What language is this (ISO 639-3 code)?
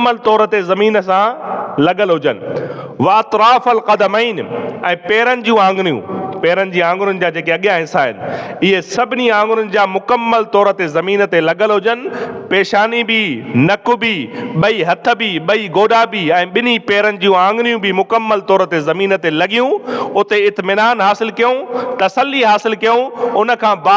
snd